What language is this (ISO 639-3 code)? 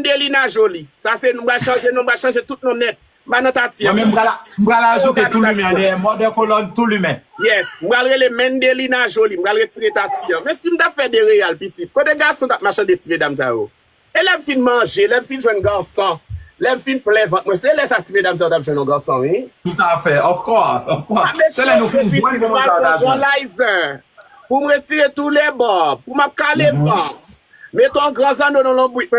hat